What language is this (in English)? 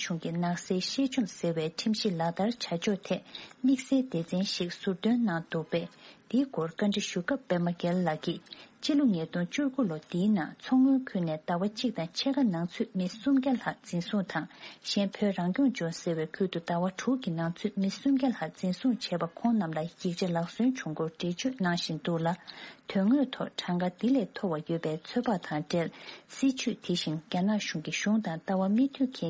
Tibetan